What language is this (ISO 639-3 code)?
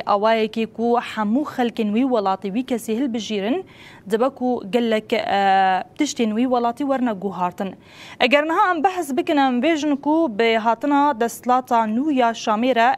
kur